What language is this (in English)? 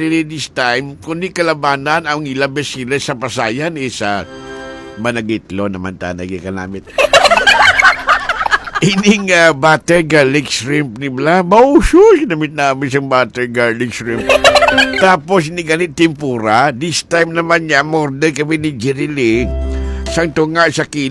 Hiligaynon